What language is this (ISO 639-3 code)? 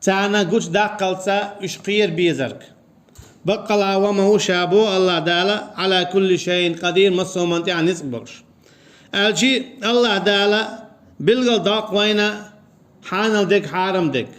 che